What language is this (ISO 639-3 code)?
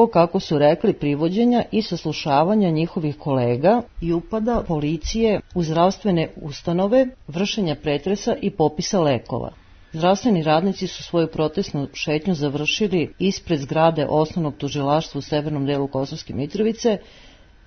srp